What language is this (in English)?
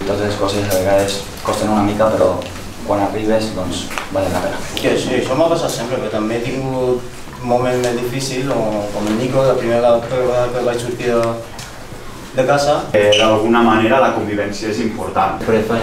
Catalan